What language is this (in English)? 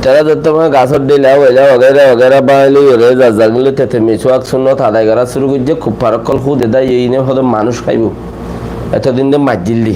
Rohingya